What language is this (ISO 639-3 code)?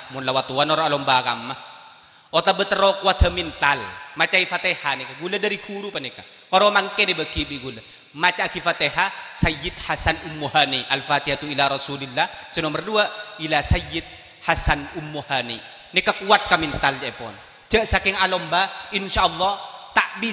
mad